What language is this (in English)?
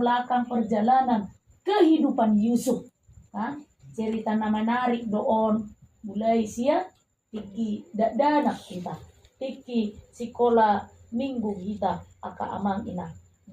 Batak Toba